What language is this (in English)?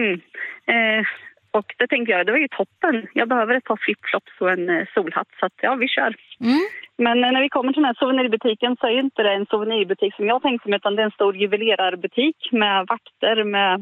Swedish